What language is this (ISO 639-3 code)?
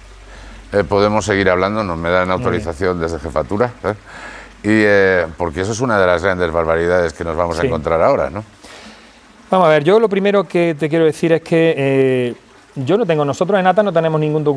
spa